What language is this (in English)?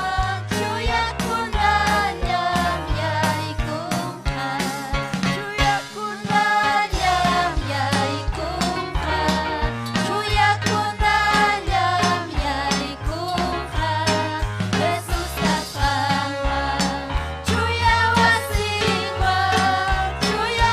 Ayacucho Quechua